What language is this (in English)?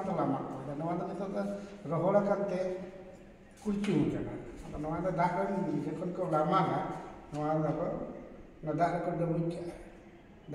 Santali